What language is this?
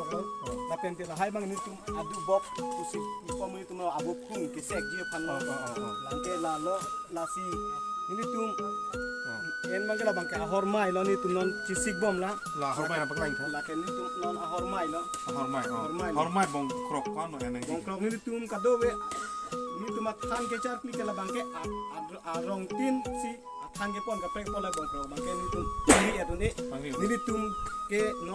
Karbi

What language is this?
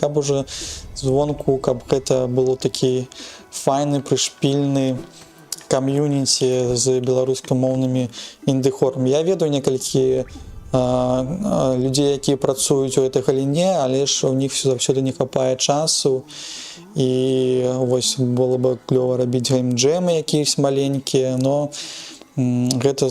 Belarusian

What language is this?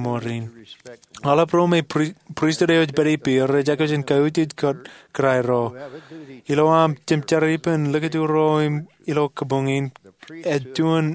Marshallese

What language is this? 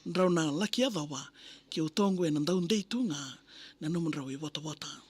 Fijian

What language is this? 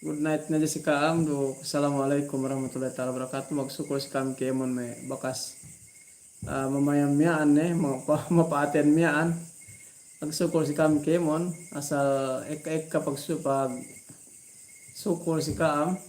Yakan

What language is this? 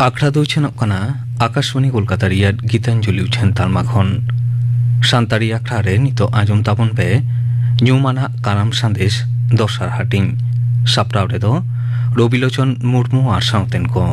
Santali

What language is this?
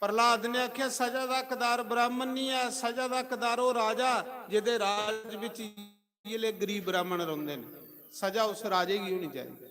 Dogri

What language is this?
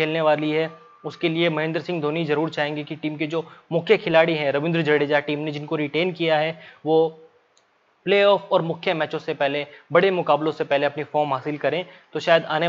Hindi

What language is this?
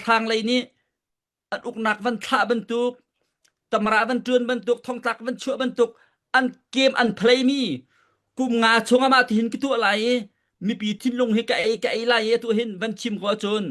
Falam Chin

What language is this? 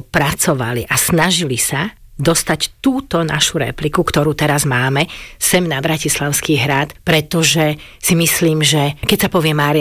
Slovak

